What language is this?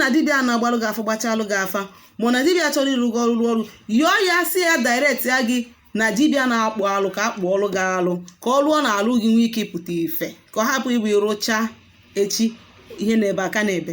Igbo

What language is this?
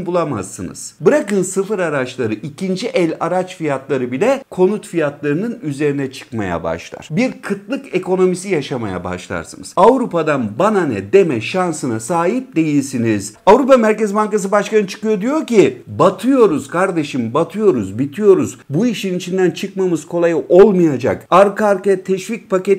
Turkish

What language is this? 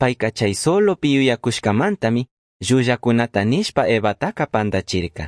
Chimborazo Highland Quichua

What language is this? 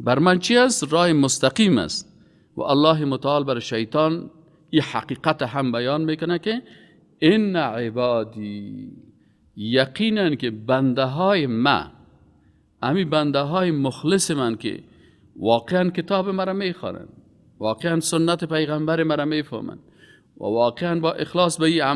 Persian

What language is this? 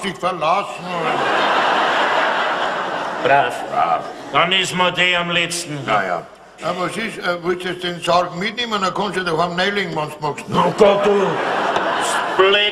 German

